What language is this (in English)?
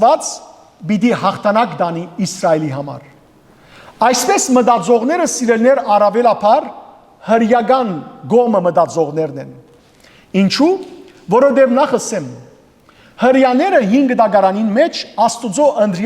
Western Armenian